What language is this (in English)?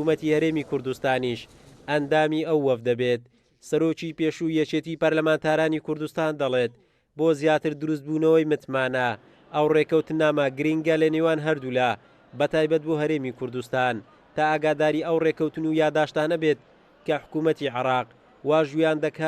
Central Kurdish